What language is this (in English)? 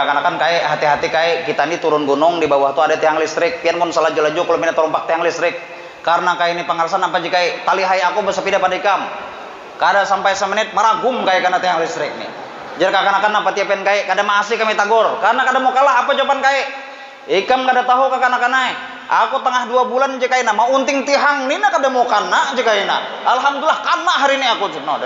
Banjar